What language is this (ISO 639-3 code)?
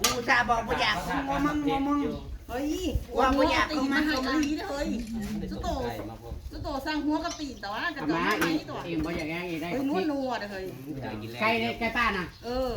tts